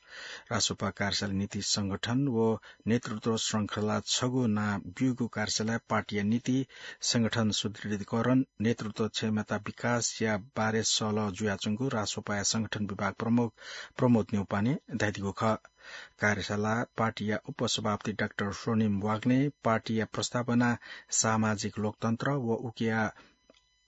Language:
Newari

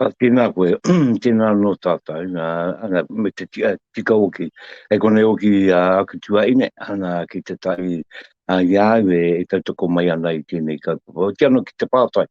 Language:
Māori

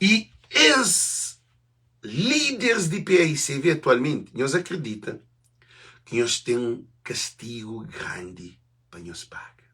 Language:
Kabuverdianu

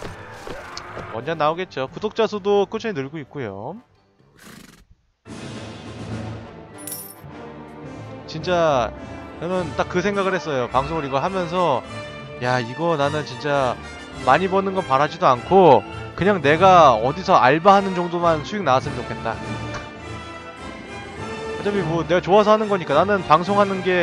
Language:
Korean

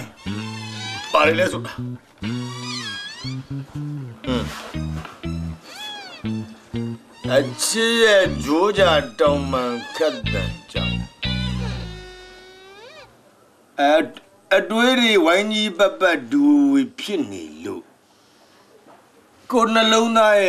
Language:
Burmese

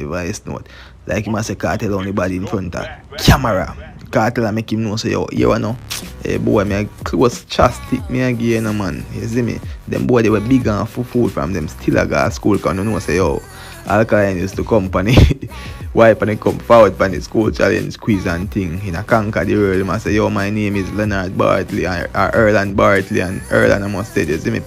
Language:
Jamaican Creole English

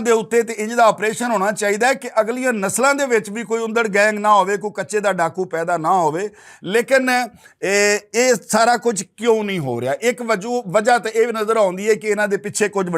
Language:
Western Panjabi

